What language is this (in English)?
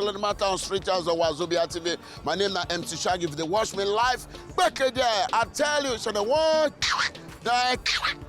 Nigerian Pidgin